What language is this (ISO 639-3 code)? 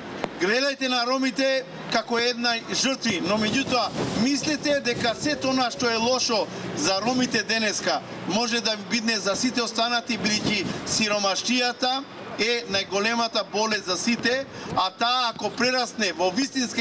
mkd